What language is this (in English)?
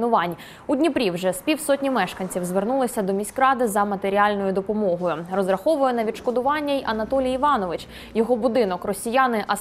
Ukrainian